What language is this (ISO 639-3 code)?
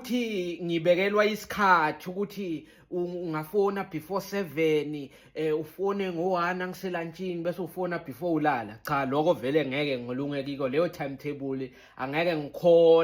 zul